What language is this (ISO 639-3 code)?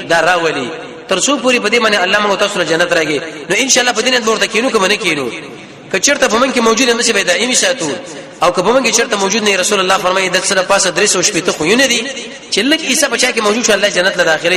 pus